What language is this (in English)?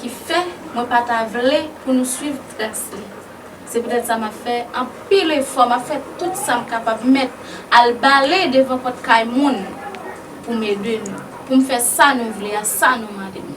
Haitian Creole